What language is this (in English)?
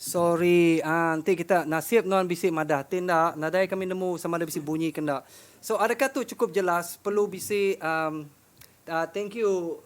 Iban